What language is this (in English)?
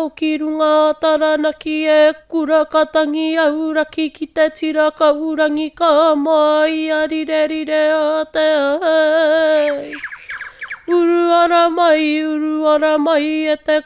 Māori